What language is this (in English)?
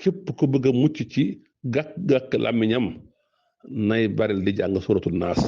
Wolof